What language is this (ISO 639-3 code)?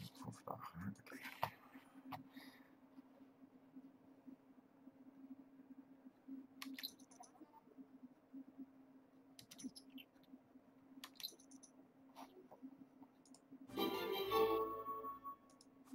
nld